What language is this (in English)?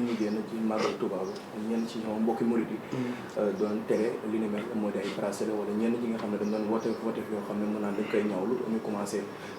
Wolof